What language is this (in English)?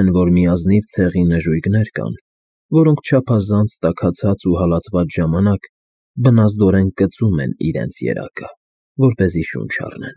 Armenian